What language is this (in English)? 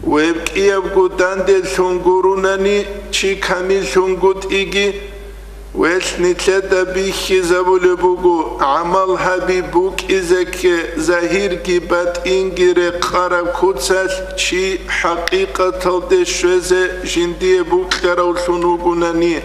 Avaric